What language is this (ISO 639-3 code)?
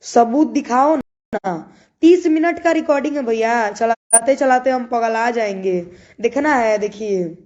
bho